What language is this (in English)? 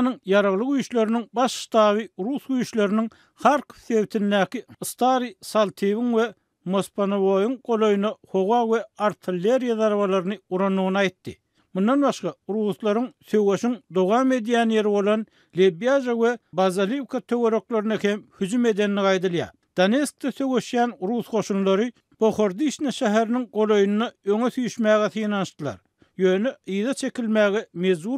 Turkmen